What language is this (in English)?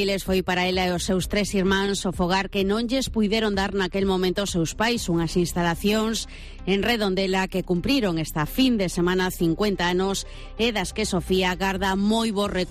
Galician